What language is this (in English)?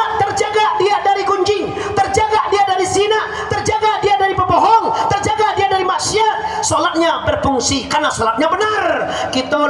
Minangkabau